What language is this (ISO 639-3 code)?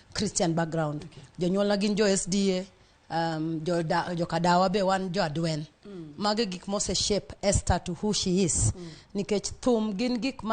luo